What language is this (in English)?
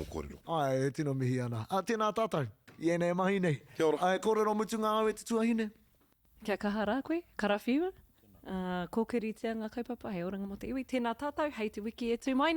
Māori